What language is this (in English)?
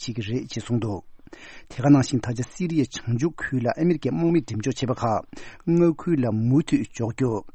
Tibetan